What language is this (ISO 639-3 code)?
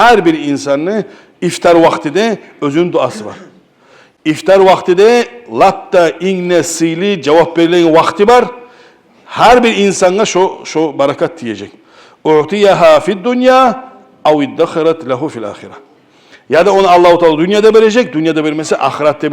kum